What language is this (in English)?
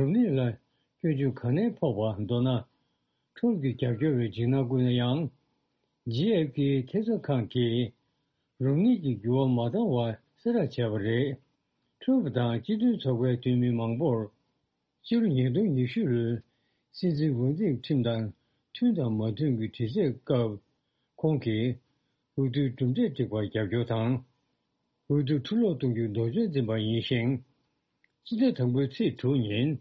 Tibetan